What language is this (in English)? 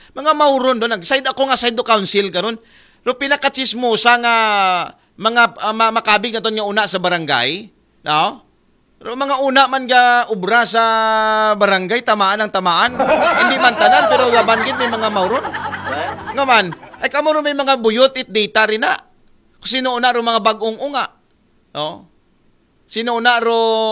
Aklanon